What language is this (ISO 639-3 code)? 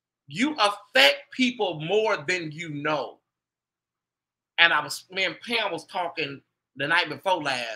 eng